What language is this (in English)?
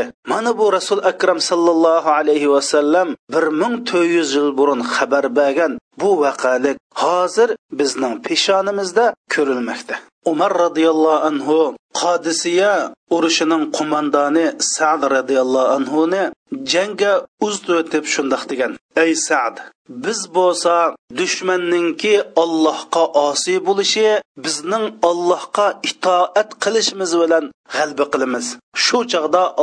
Uyghur